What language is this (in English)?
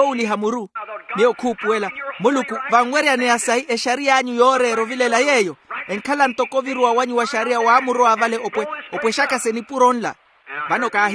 Makhuwa